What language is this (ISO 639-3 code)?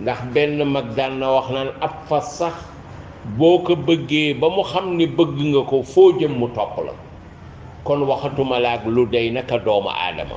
wol